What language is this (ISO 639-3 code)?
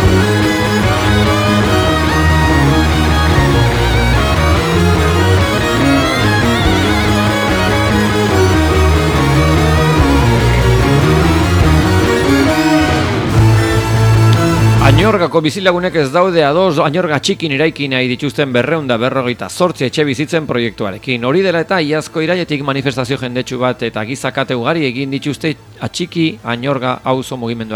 eus